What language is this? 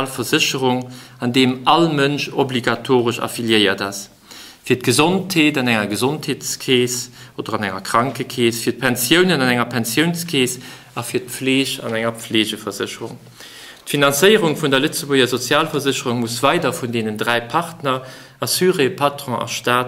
Luxembourgish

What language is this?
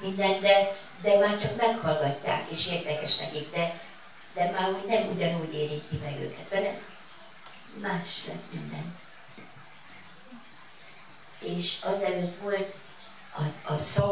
Hungarian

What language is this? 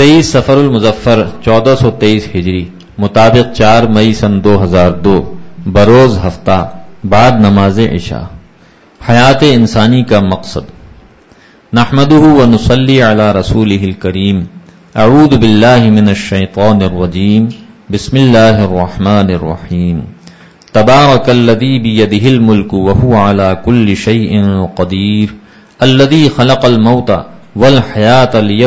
Urdu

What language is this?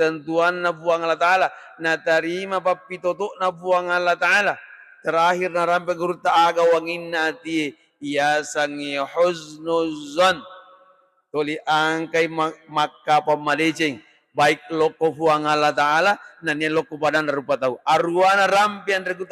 Buginese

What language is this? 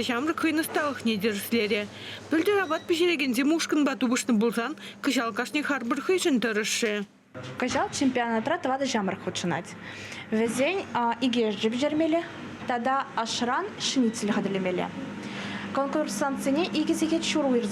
Chuvash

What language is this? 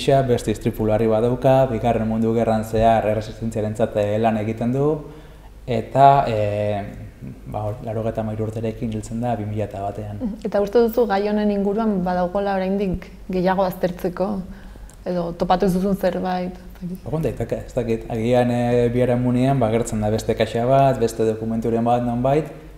Basque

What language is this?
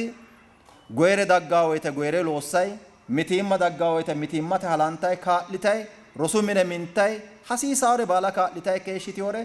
Sidamo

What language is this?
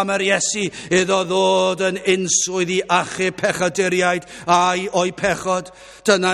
Welsh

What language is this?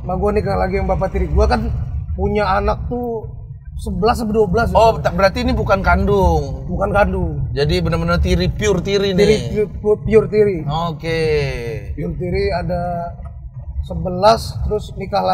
Indonesian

